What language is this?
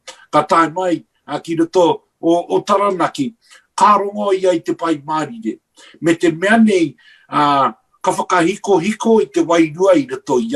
Māori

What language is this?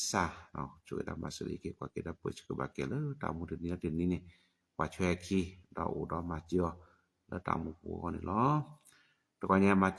S'gaw Karen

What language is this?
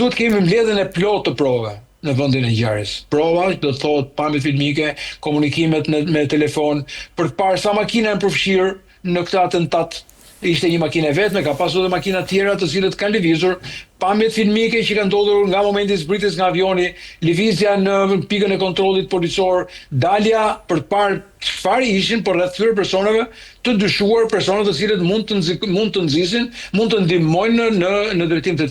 Albanian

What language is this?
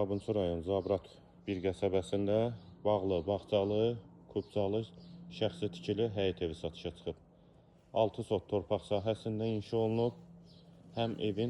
Azerbaijani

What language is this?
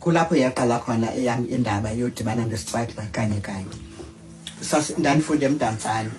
Xhosa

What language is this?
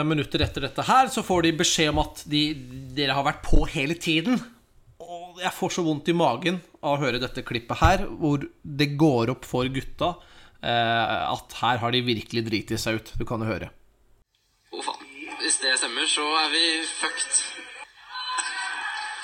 Norwegian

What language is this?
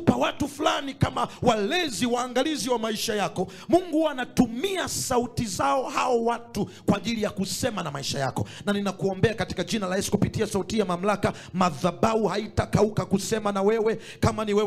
Swahili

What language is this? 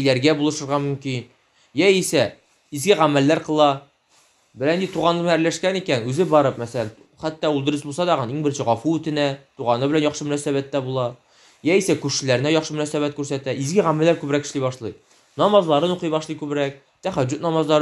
Tatar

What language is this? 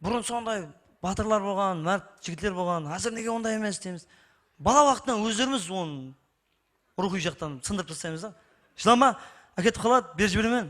Kara-Kalpak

